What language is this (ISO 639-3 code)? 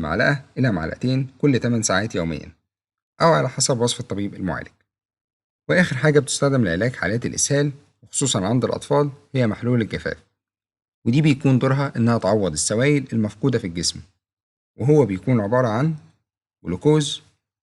arz